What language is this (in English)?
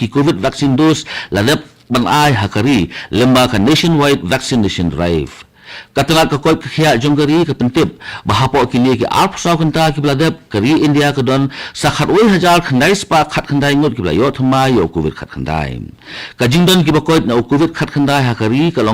Khasi